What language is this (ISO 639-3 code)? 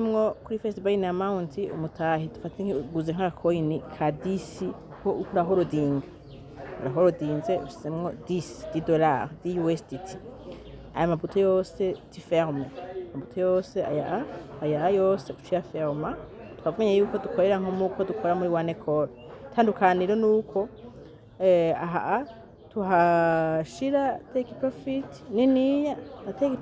run